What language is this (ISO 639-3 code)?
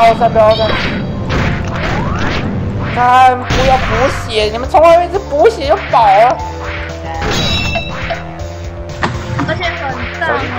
zho